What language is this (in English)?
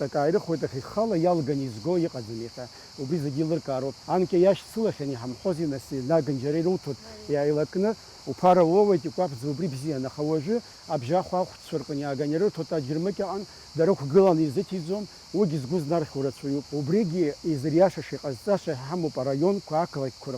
Abkhazian